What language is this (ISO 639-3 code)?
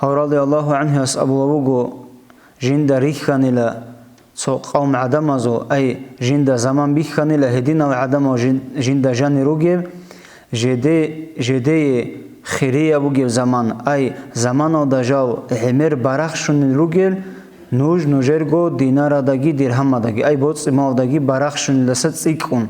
ava